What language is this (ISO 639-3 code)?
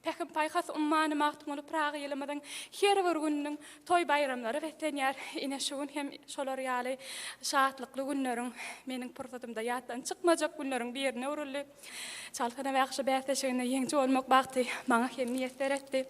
tuk